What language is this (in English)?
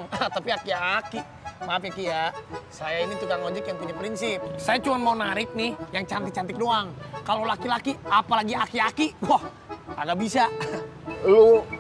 Betawi